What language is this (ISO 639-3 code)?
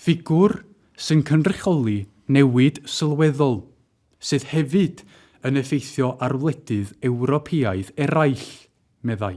cym